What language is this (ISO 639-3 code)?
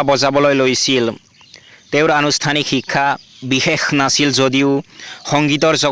asm